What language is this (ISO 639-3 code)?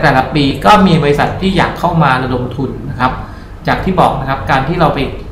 tha